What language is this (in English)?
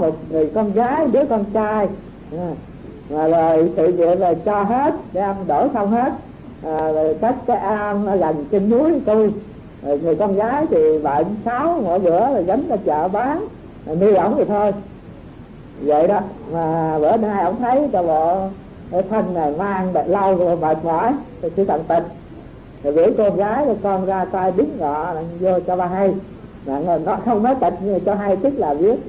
Vietnamese